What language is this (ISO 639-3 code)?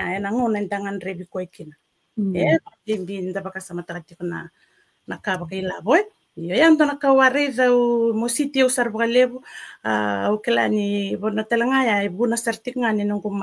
fij